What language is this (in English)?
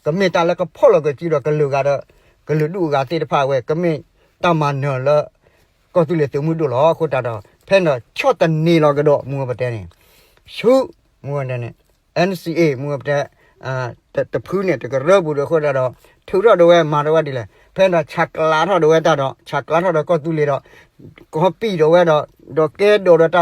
S'gaw Karen